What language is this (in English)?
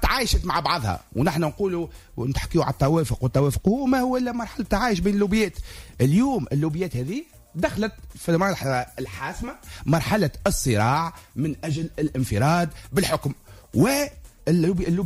Tunisian Arabic